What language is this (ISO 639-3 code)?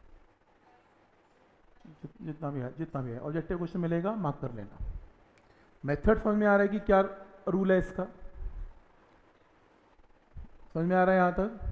hin